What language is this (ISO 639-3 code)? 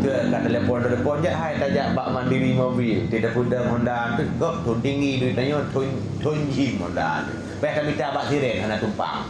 ace